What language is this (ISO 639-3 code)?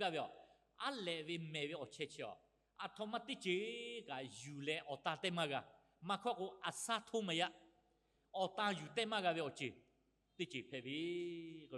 lhu